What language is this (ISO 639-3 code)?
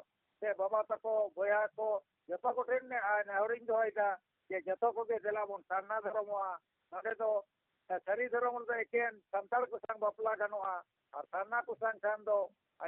sat